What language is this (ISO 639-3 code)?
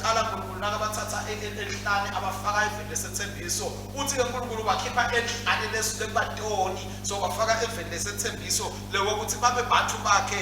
ssw